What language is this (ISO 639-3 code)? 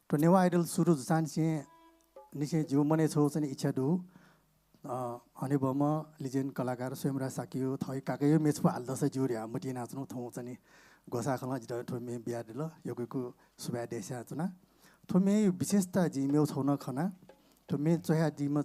new